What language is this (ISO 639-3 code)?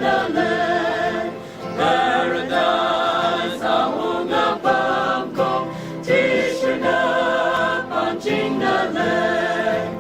nmf